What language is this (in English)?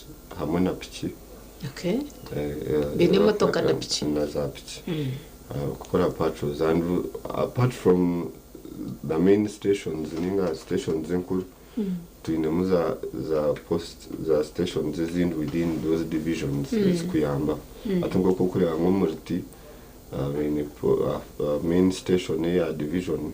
Nyankole